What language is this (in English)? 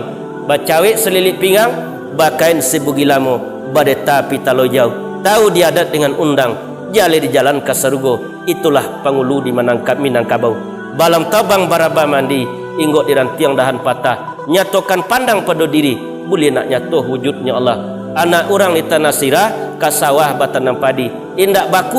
Minangkabau